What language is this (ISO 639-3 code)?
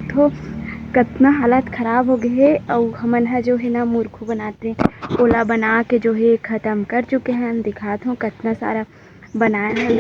hne